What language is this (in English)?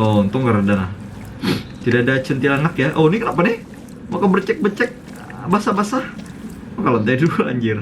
Banjar